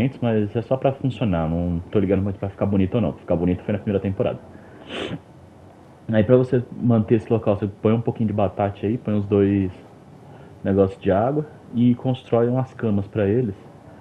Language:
Portuguese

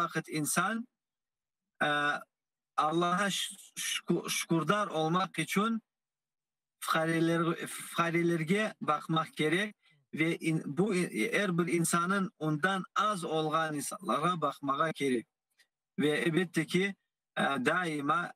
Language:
Crimean Tatar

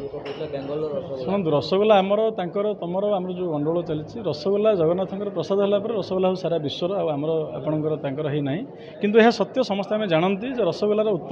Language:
Odia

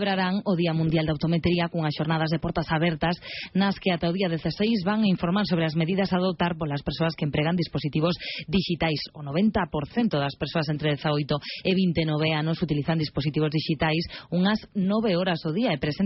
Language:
Galician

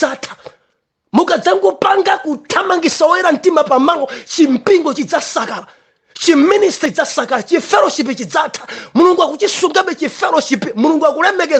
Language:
Nyanja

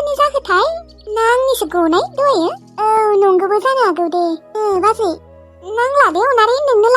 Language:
Bodo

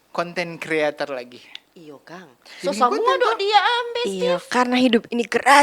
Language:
Manado Malay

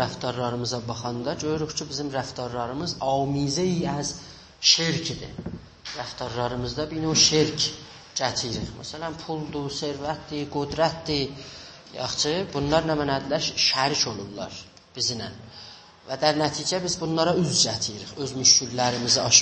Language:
South Azerbaijani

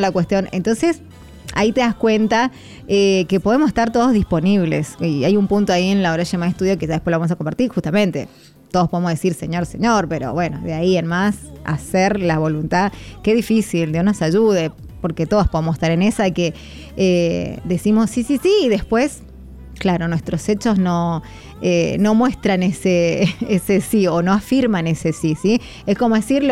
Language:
Spanish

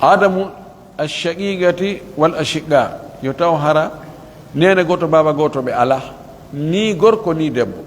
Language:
Pular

